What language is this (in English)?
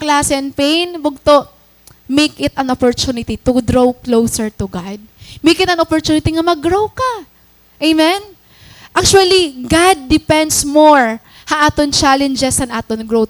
Waray